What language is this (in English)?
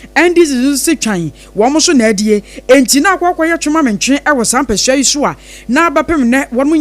Akan